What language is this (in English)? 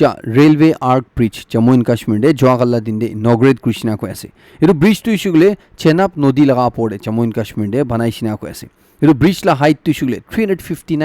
Naga Pidgin